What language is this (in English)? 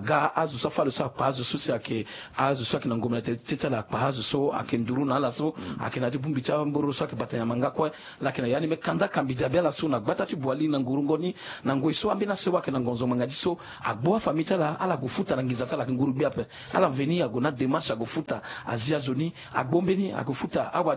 Sango